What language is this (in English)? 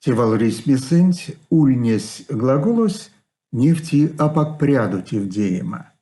Erzya